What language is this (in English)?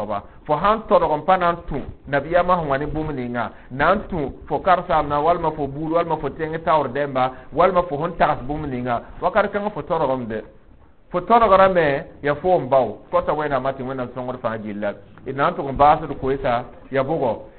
Mossi